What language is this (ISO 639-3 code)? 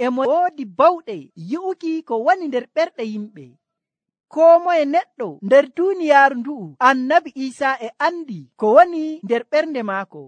fuv